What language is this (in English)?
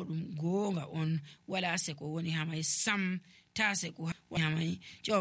Nigerian Fulfulde